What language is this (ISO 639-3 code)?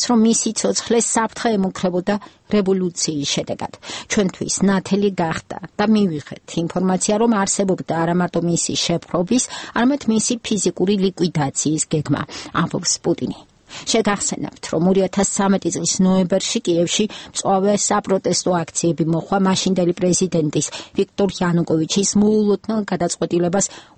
kat